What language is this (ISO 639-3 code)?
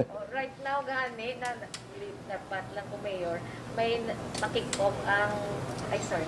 hil